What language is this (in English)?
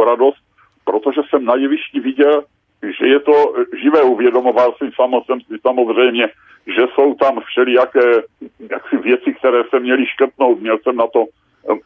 Czech